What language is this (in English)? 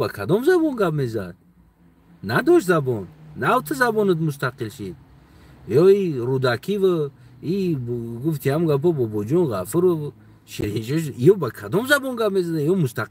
Tajik